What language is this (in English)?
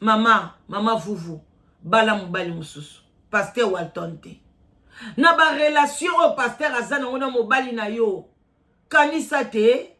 Lingala